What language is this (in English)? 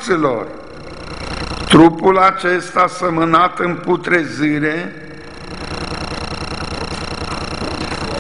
Romanian